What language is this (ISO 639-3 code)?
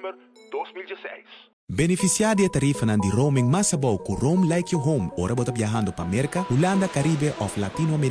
pap